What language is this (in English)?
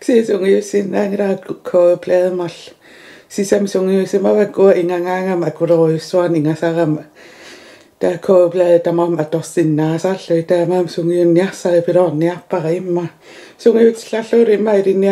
Kalaallisut